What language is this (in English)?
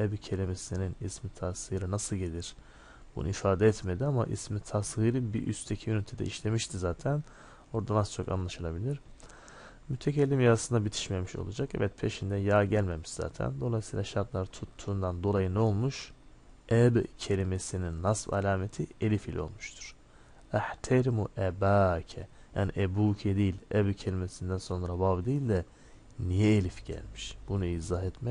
Turkish